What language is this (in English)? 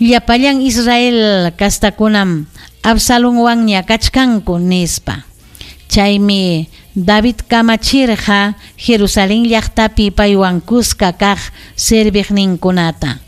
Ayacucho Quechua